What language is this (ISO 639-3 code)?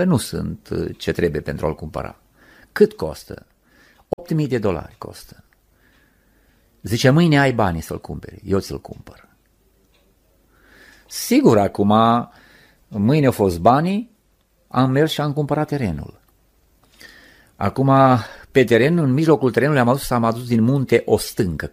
ron